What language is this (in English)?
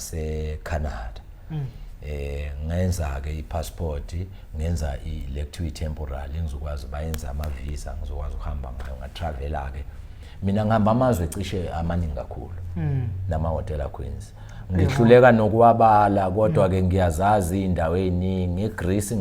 Zulu